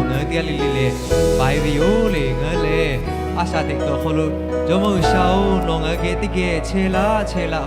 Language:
Lahu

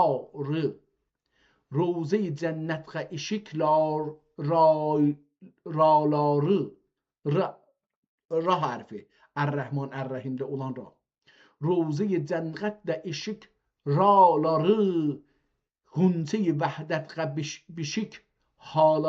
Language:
South Azerbaijani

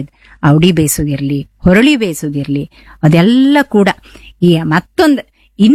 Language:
Kannada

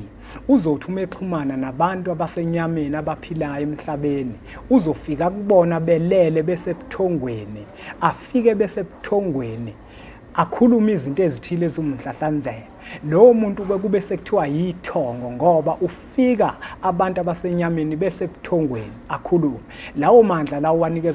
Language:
Zulu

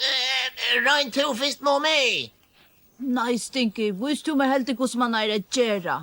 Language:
Faroese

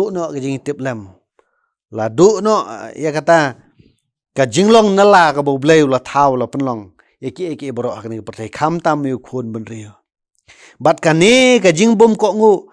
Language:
Khasi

